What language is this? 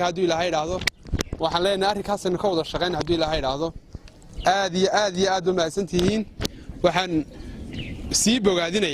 Somali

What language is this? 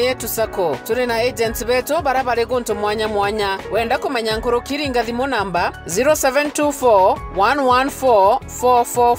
Meru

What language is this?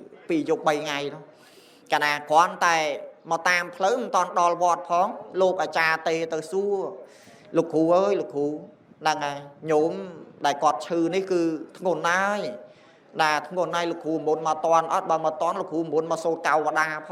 Khmer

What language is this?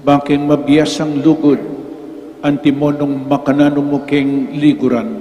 Pampanga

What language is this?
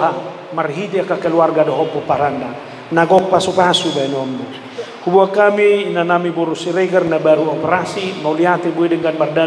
Batak Toba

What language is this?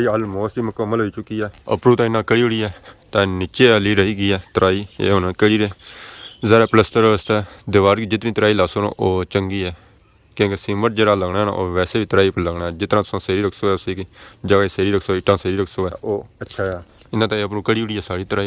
Pahari-Potwari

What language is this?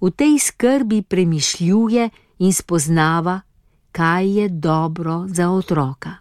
Slovenian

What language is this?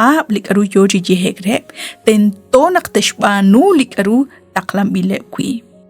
Kekchí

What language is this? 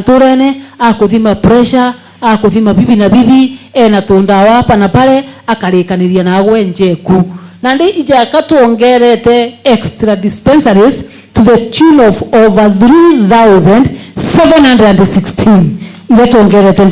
Meru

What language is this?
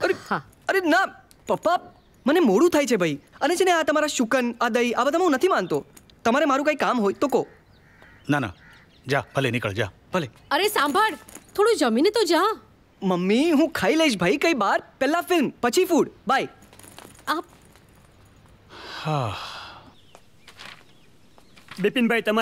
Gujarati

